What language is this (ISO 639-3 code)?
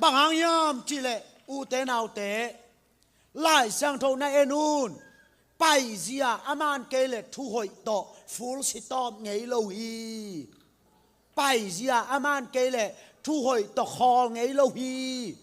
ctd